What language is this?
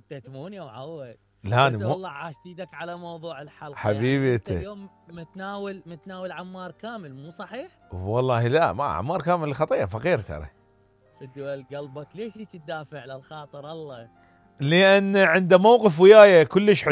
Mesopotamian Arabic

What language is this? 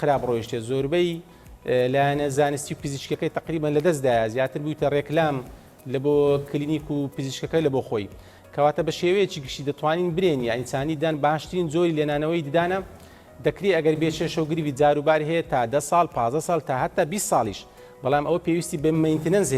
Central Kurdish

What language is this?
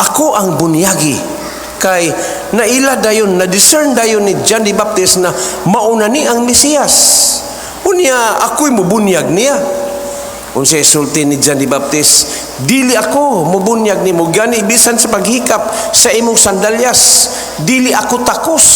Cebuano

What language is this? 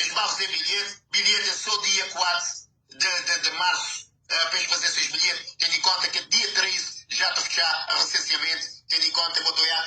Kabuverdianu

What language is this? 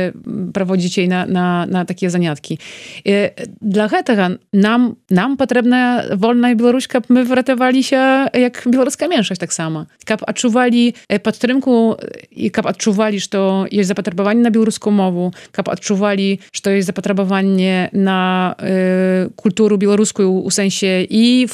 Belarusian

